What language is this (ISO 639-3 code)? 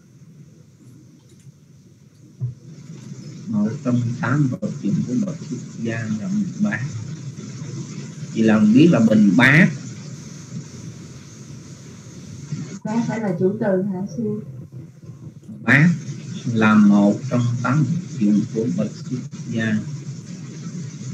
vie